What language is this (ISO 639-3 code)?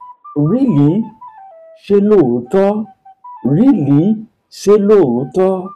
yor